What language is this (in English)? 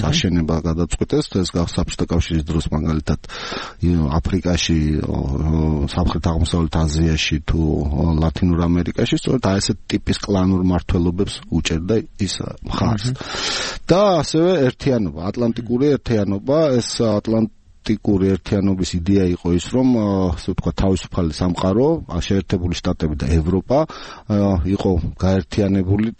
Georgian